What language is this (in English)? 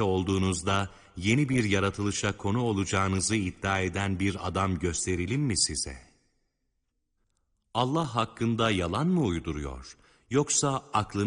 Turkish